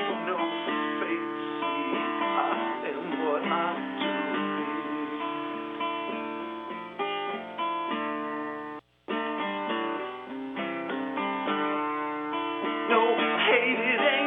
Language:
English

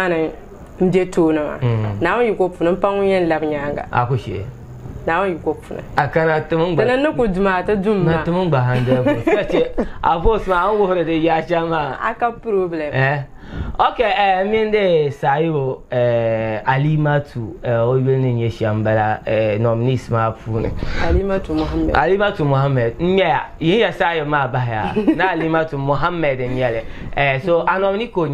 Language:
Dagbani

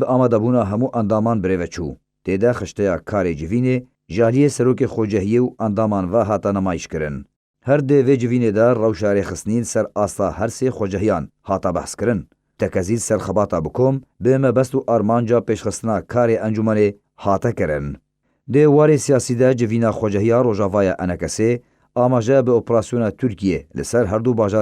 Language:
Kurdish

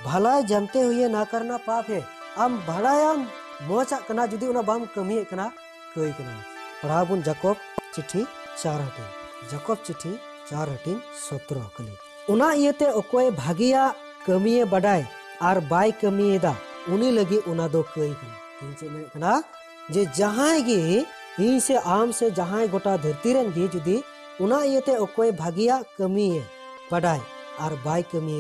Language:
Santali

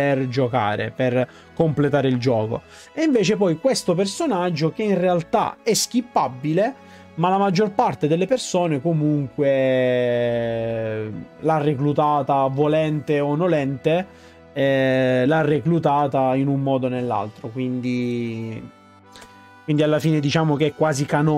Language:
Italian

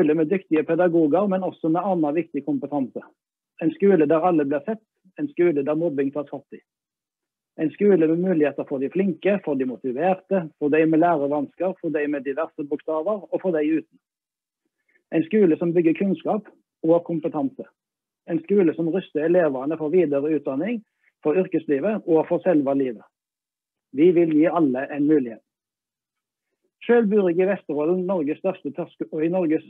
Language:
Norwegian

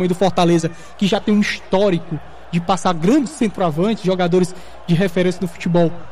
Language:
Portuguese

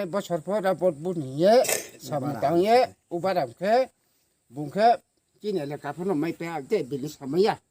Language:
Riang (India)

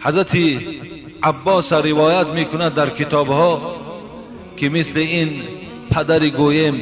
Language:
Tajik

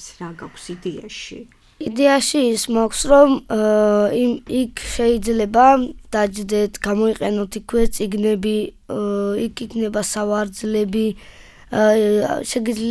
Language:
Georgian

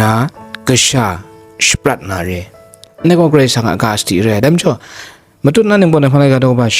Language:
Kachin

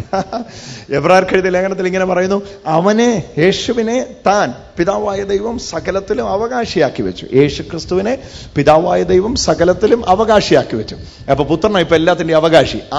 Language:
Malayalam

